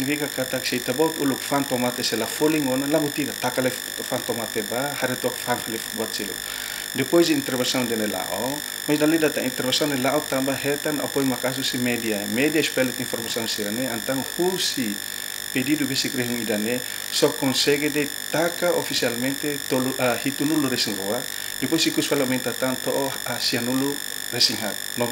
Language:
Tetum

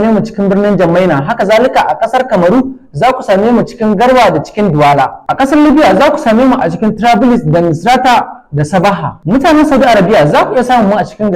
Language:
Hausa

